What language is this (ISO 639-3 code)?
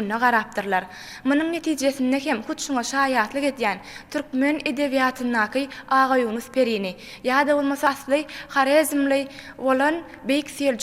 tuk